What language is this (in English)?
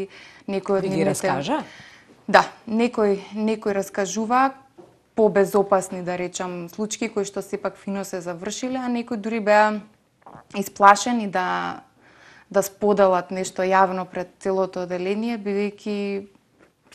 Macedonian